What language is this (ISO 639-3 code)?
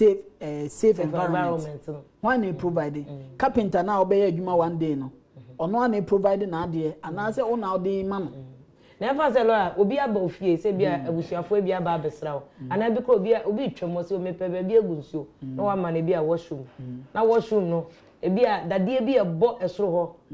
aka